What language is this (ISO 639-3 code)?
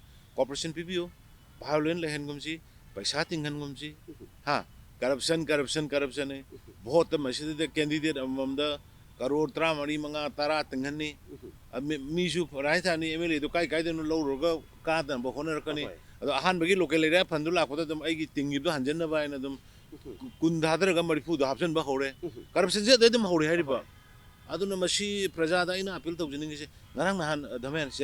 mni